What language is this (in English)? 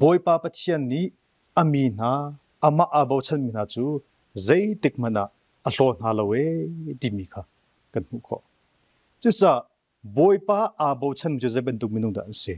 Hakha Chin